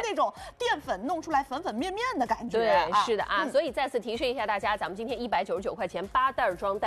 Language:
Chinese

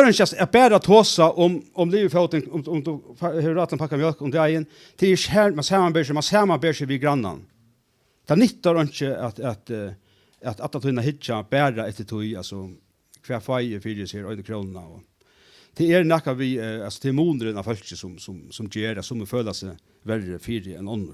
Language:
Faroese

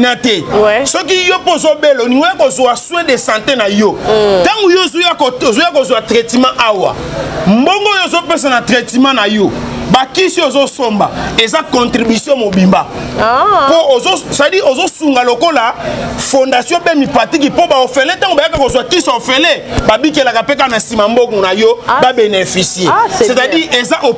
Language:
Lingala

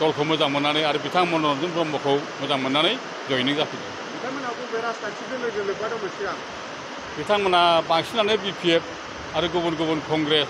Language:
Bodo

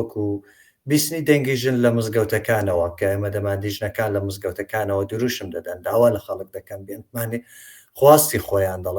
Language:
Central Kurdish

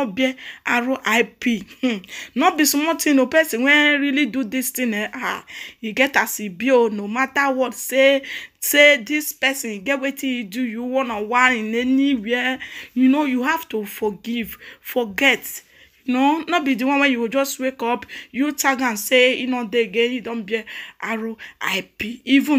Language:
Nigerian Pidgin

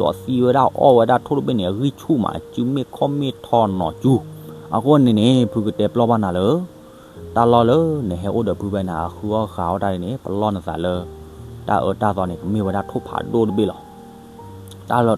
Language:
S'gaw Karen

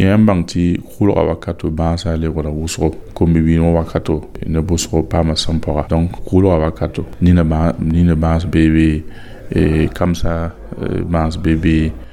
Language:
Mossi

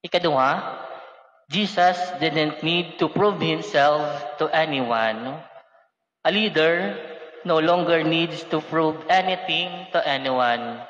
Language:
Waray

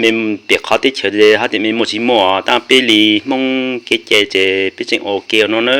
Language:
Hmong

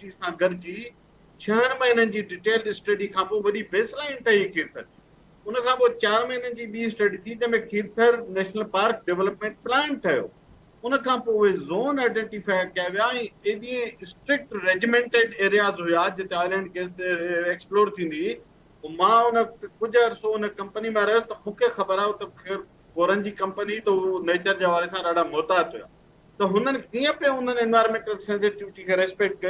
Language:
Sindhi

